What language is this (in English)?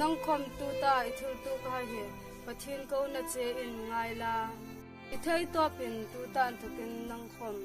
Hmar